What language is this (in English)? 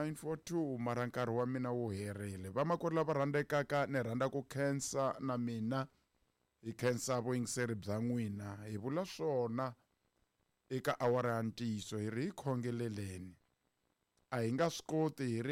Tsonga